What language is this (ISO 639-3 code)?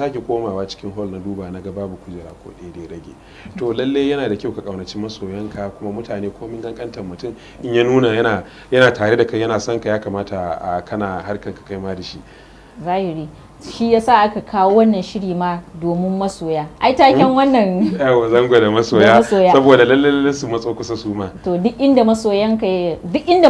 hau